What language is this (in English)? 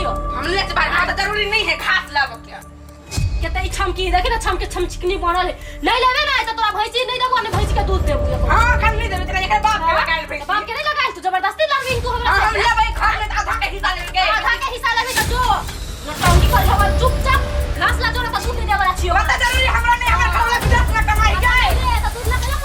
Maithili